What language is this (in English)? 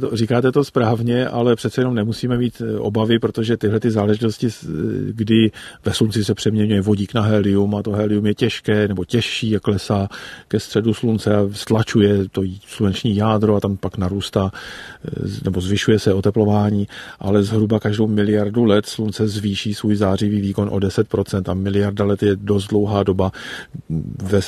Czech